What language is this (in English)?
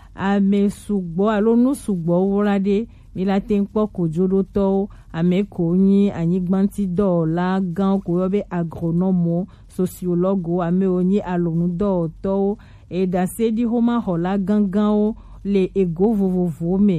Gen